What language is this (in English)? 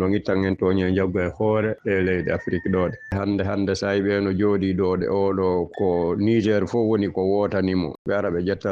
Fula